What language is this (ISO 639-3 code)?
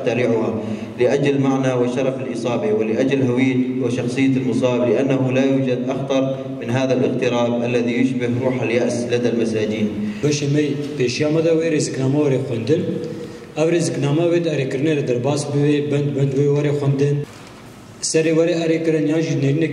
kur